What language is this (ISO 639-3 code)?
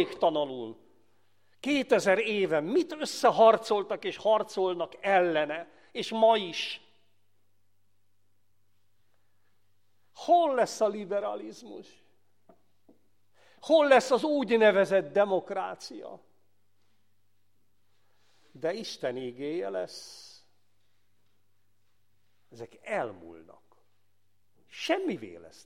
hun